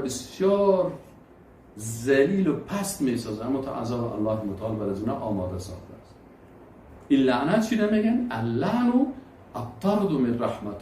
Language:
Persian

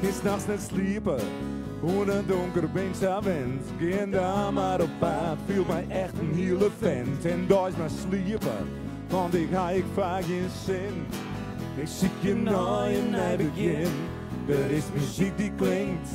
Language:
Western Frisian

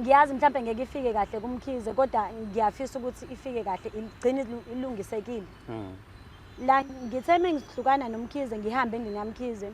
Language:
Zulu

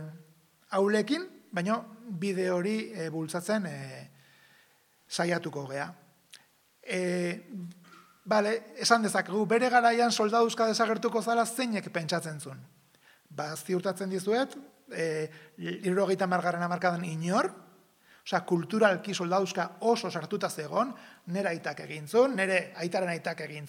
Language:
Basque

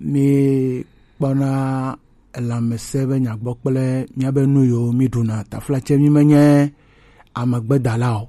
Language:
Gen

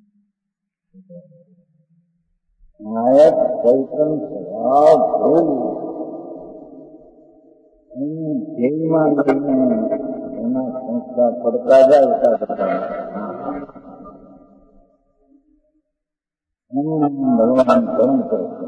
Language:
Gujarati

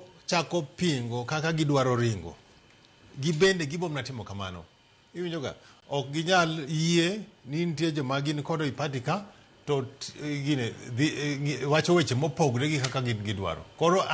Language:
Luo (Kenya and Tanzania)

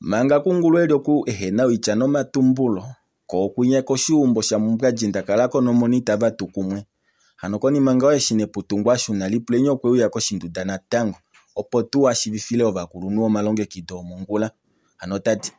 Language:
Kuanyama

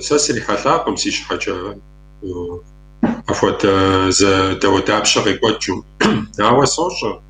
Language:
Kabardian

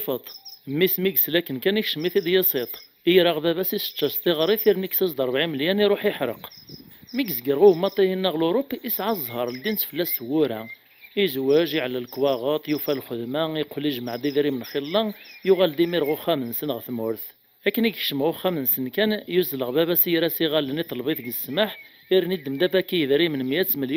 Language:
Kabyle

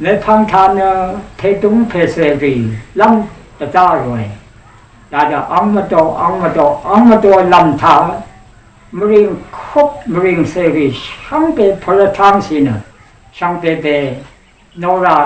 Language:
Rawang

